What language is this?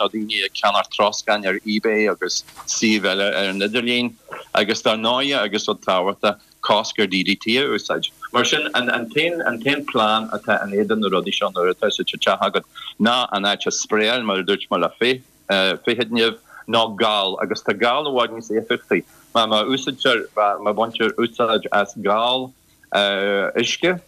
Irish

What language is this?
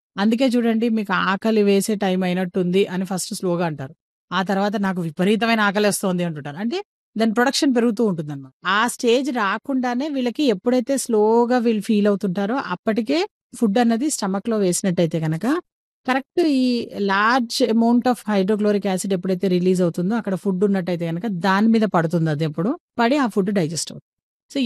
Telugu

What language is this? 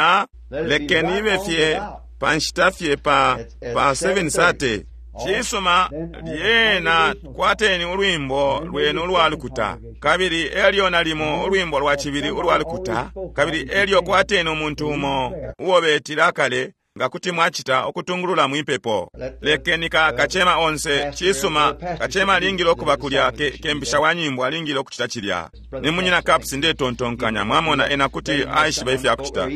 Bemba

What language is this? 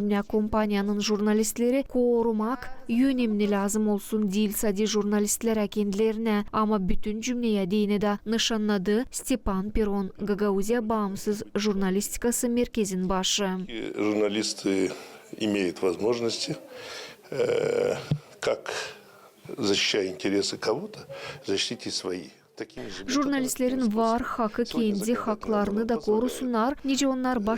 Gagauz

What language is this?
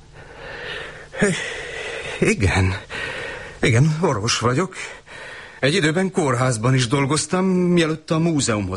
Hungarian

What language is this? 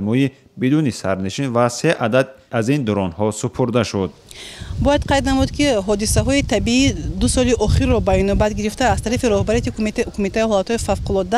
Tajik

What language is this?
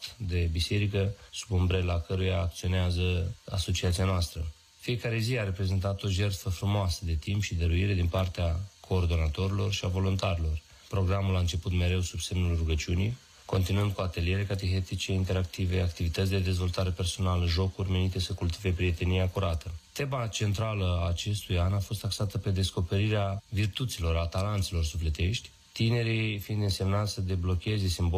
Romanian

